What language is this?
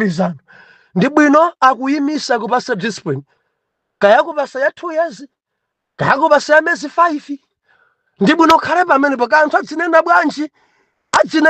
Nyanja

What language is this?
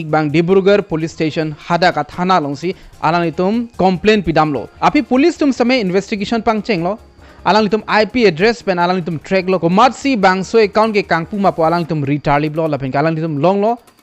Karbi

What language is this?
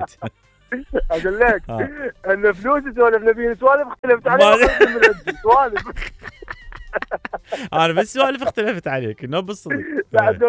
Mesopotamian Arabic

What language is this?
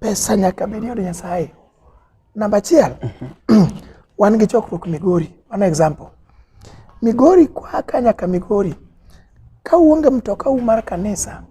Luo (Kenya and Tanzania)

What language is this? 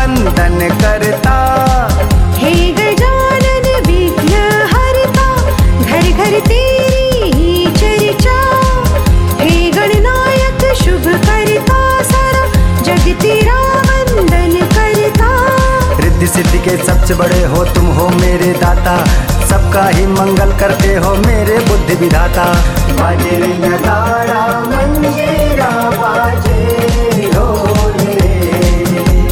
Hindi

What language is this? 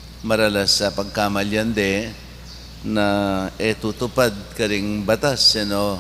Pampanga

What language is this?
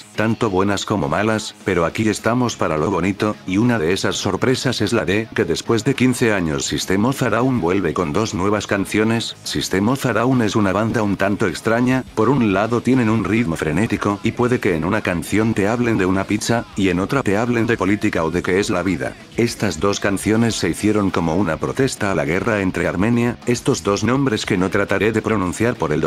Spanish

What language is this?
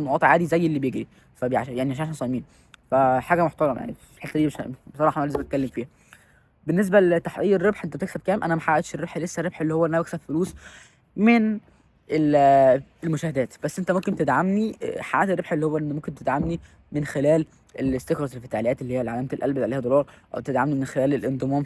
Egyptian Arabic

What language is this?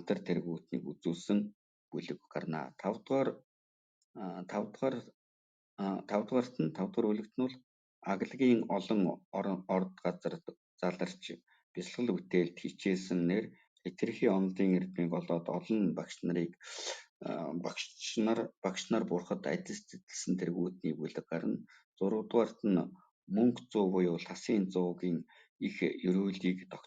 Mongolian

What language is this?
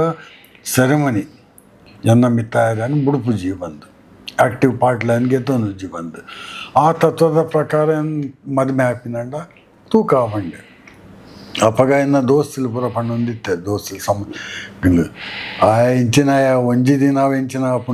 Tulu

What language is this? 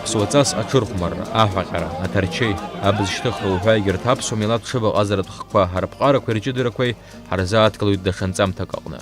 Abkhazian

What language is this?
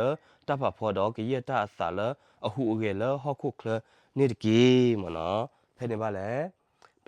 S'gaw Karen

